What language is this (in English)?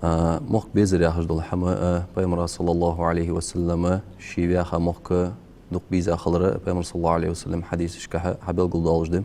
Ingush